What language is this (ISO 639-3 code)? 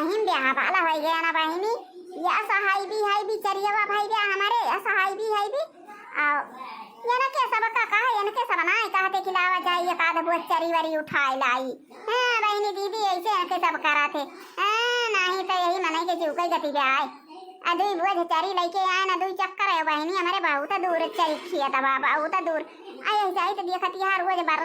awa